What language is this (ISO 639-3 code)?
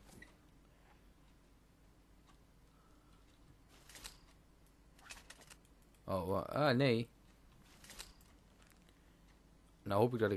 nld